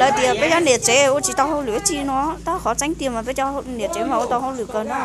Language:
Hmong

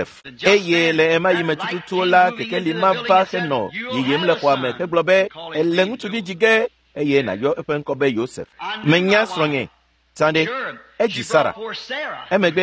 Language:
Ewe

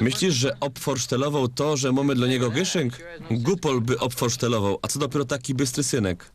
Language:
Silesian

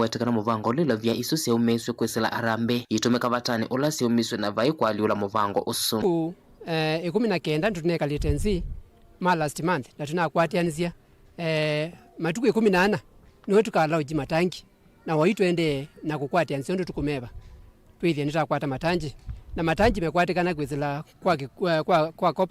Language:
Kamba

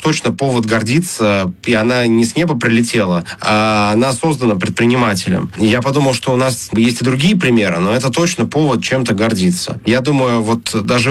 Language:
Russian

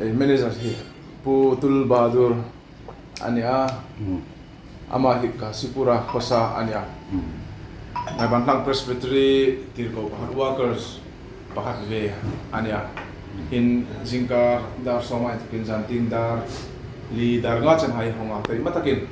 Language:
Hmar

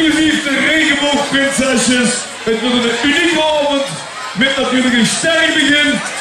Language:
Limburgish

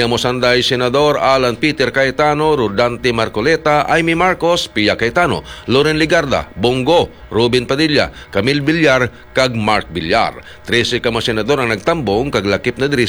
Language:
Hiligaynon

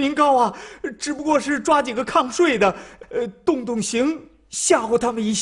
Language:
Chinese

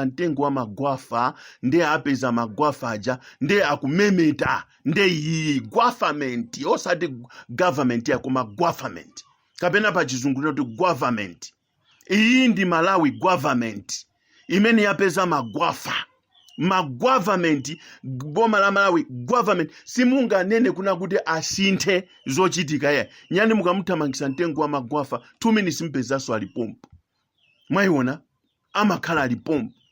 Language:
Nyanja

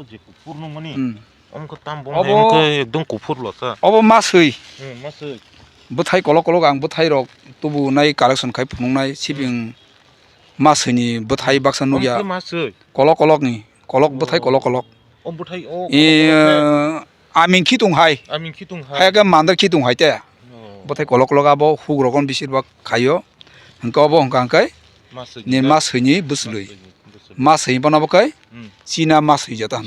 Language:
Kok Borok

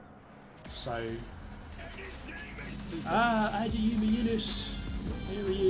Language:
English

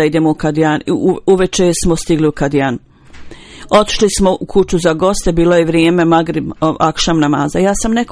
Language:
Bosnian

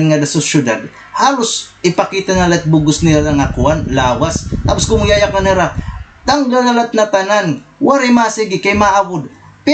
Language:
Waray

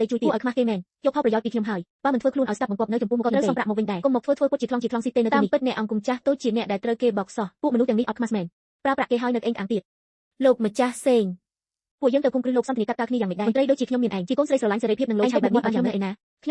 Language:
Khmer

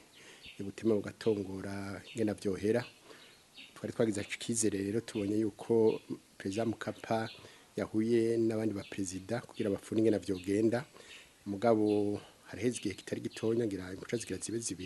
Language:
Rundi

